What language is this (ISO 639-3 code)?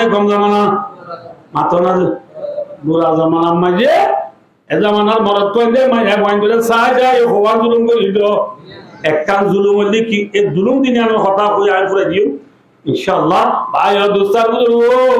rhg